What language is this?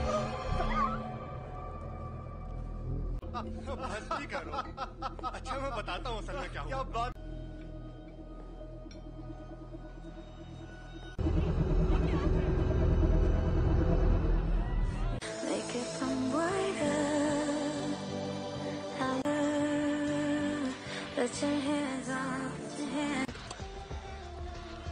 Hindi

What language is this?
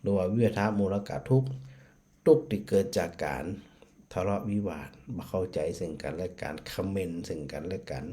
Northern Thai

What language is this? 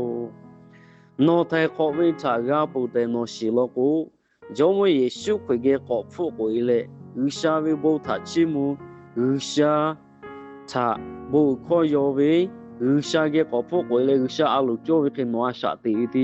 Lahu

